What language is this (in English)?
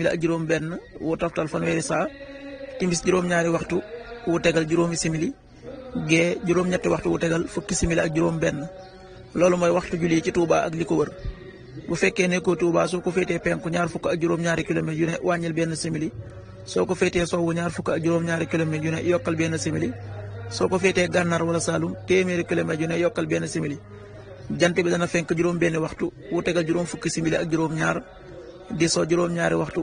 Wolof